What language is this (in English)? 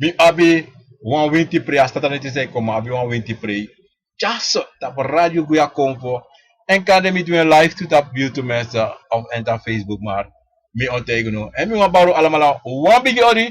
Sranan Tongo